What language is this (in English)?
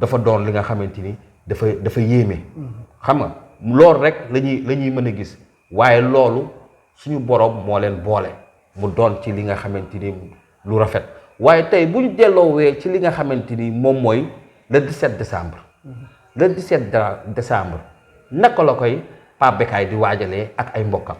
Wolof